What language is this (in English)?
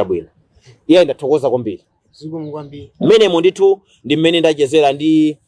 Nyanja